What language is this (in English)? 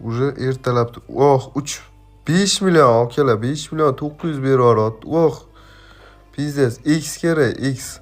Uzbek